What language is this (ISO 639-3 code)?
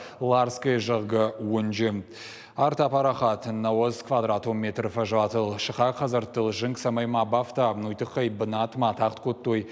oss